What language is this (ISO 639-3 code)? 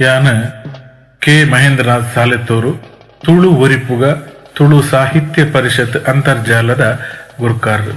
tcy